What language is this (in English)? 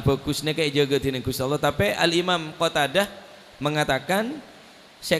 Madurese